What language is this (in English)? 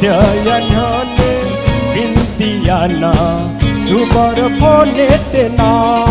Newari